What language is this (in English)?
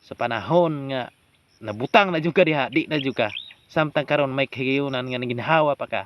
Cebuano